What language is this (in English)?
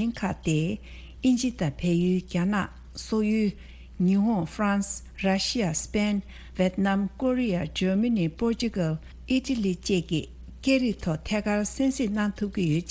Tibetan